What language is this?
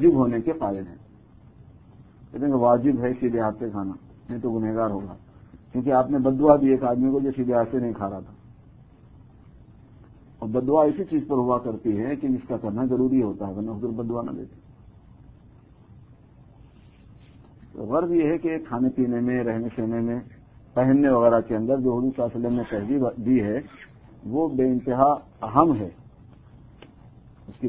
Urdu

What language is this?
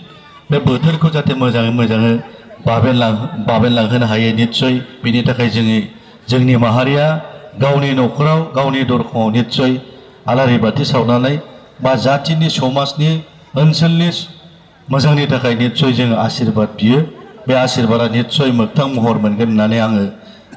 Bodo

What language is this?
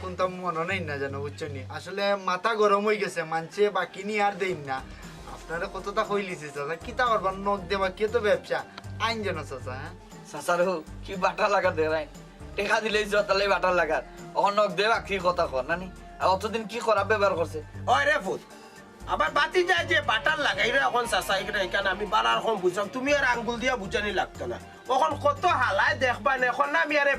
Sylheti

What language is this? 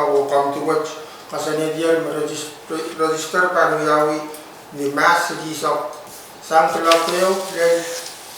Pohnpeian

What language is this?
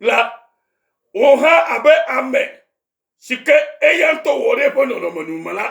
Ewe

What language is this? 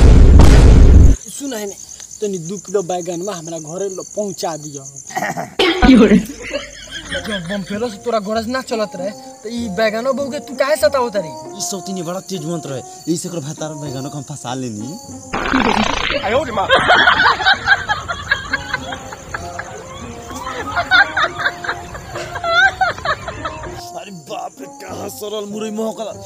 Bhojpuri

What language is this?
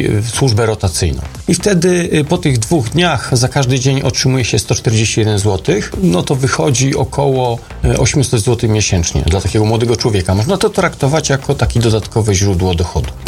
Polish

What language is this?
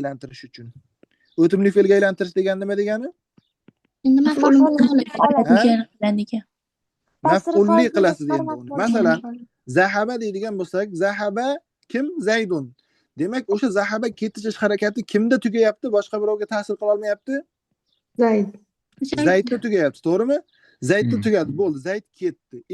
Uzbek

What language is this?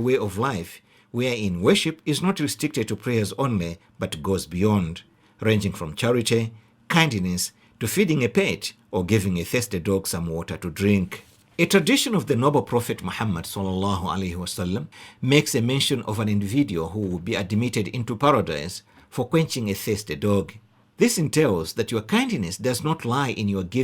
English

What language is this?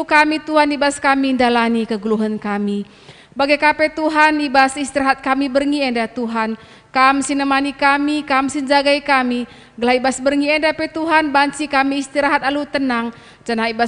Batak Karo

